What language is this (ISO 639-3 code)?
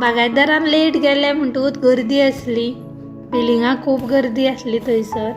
kok